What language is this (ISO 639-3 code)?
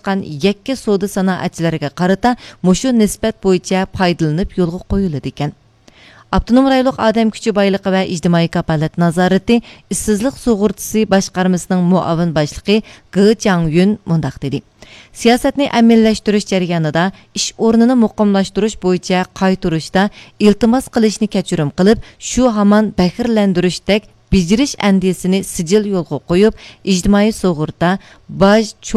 uig